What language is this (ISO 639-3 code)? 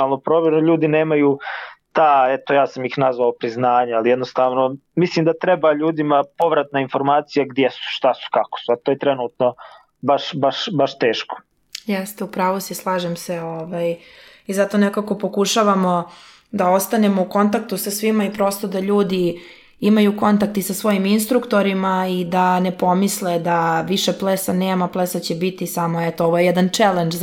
srp